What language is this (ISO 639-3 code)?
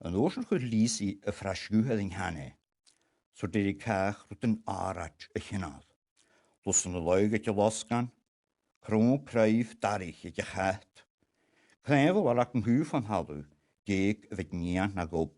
gla